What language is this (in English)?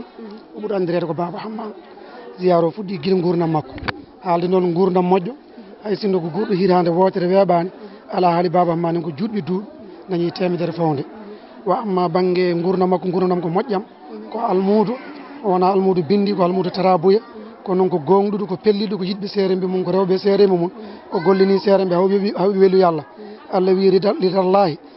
Fula